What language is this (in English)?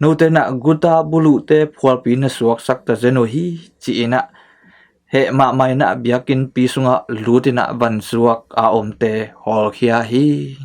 Tedim Chin